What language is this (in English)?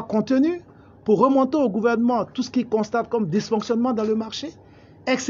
French